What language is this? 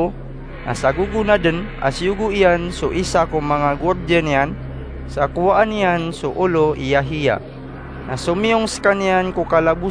Maranao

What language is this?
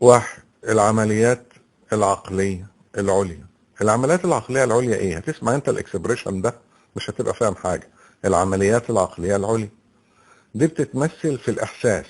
Egyptian Arabic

